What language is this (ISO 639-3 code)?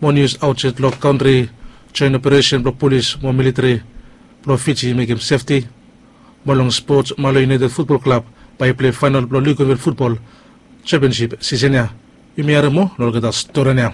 bis